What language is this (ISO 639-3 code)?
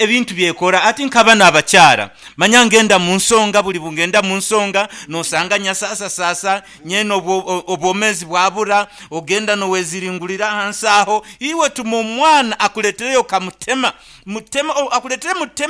nyn